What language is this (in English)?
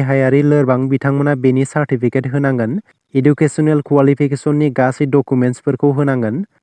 Bodo